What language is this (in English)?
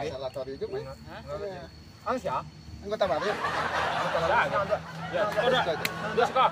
Minangkabau